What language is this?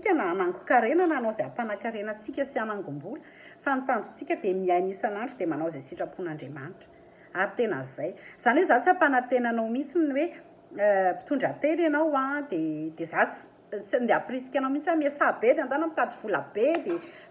Malagasy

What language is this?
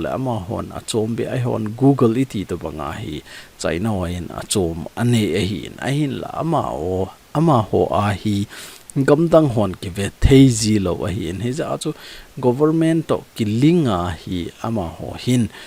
Thado Chin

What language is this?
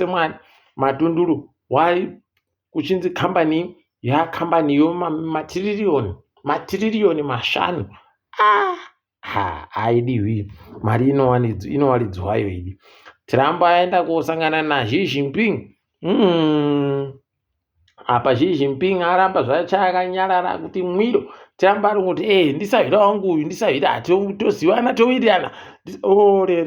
Ndau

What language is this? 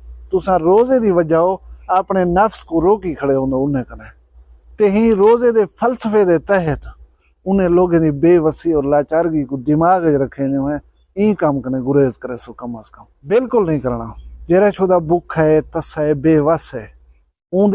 Saraiki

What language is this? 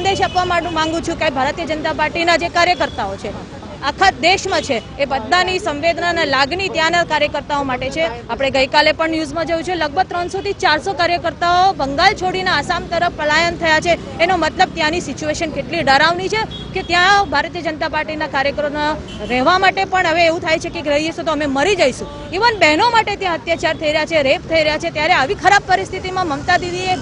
Gujarati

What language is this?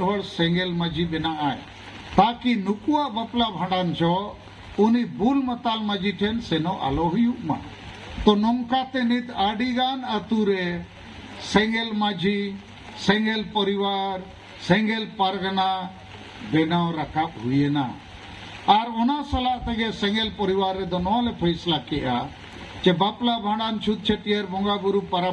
Santali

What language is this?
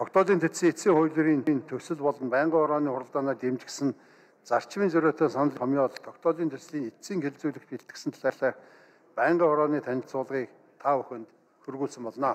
Mongolian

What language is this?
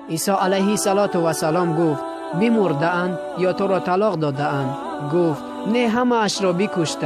Tajik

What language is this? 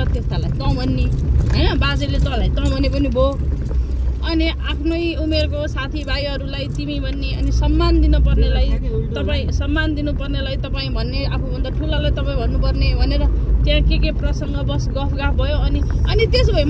Nepali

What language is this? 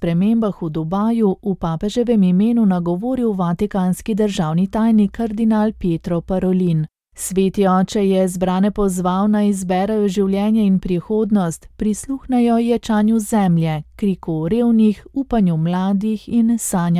Slovenian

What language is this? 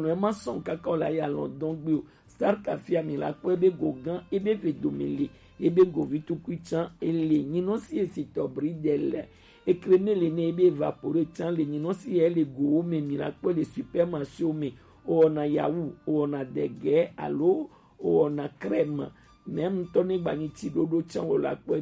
Gen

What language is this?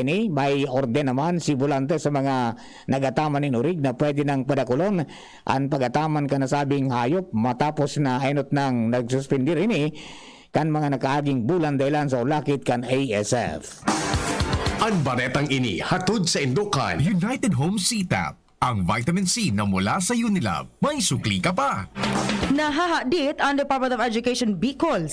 Bikol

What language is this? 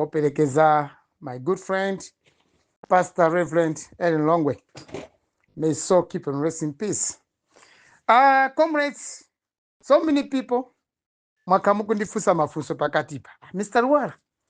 Nyanja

